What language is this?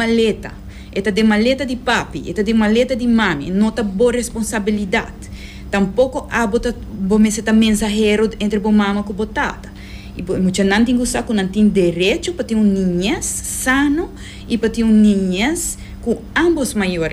Papiamento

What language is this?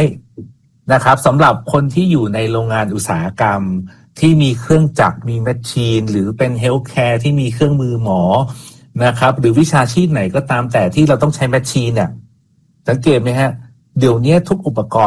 Thai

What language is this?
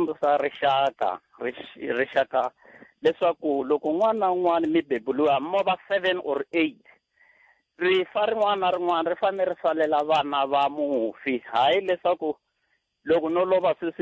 Tsonga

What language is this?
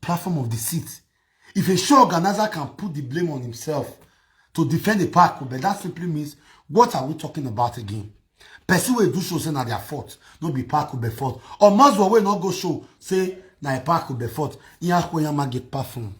Nigerian Pidgin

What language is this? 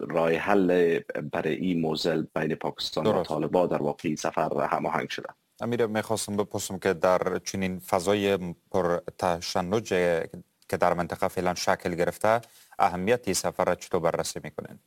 Persian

